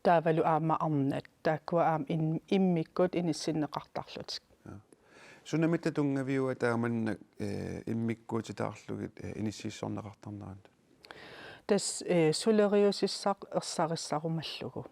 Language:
Kalaallisut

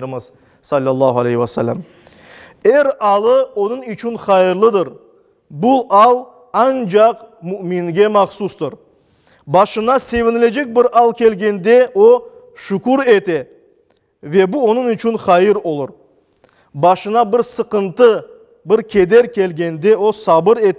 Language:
Crimean Tatar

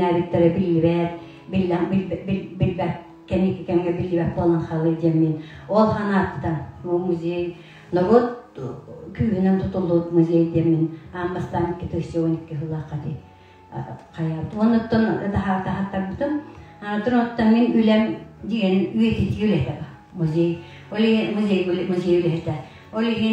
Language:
Yakut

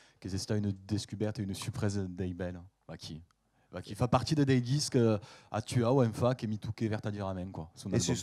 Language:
Occitan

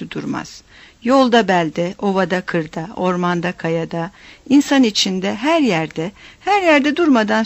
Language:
Turkish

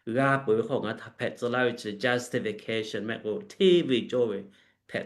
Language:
Lahu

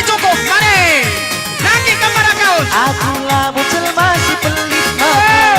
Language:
Batak Karo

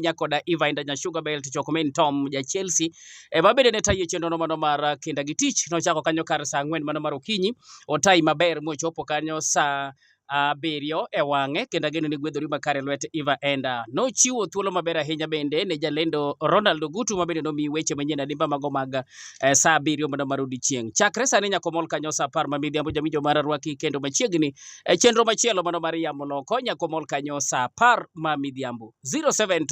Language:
Luo (Kenya and Tanzania)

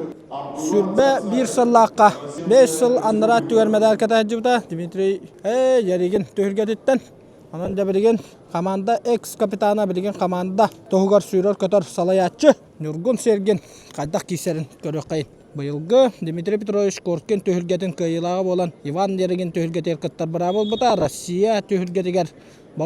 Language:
Yakut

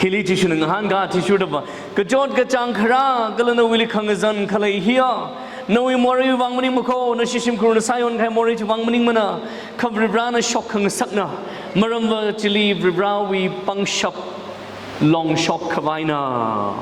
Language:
Tangkhul Naga (India)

